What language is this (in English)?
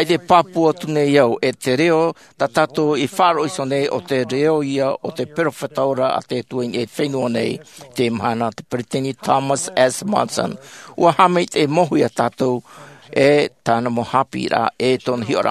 Tahitian